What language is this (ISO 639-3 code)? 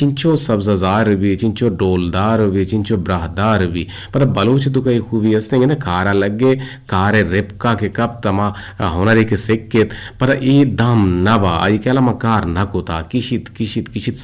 bgp